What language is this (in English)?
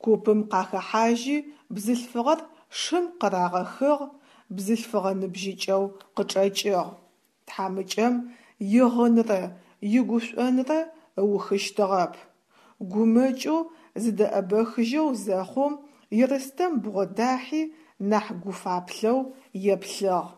Adyghe